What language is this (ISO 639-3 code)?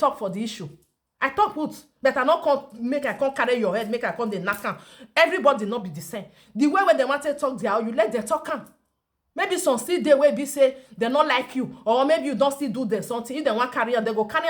pcm